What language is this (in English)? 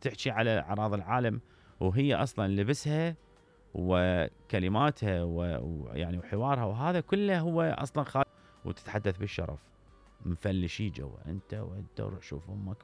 Mesopotamian Arabic